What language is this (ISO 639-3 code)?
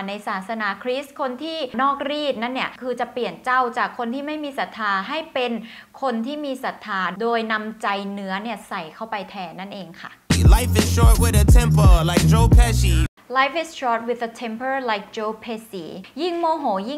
tha